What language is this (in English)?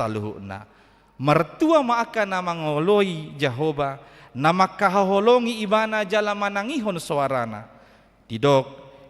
Batak Toba